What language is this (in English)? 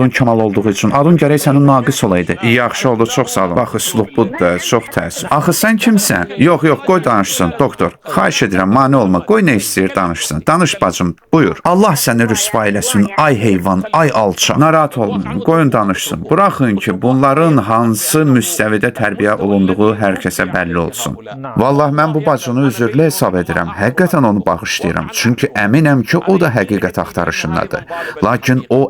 Azerbaijani